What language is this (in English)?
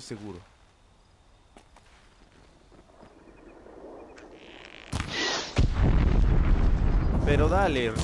Spanish